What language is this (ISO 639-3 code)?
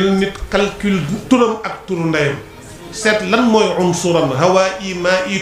wol